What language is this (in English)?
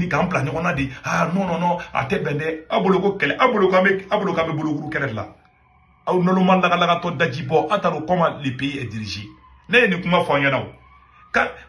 Bambara